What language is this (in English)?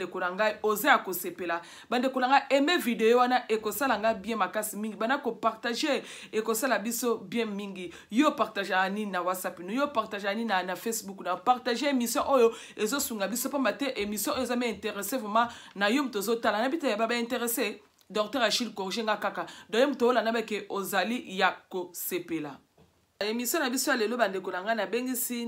Lingala